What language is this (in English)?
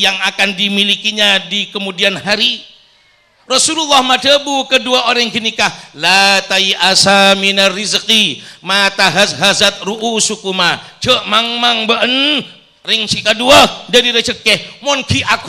Madurese